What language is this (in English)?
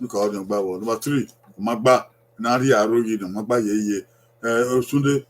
Bini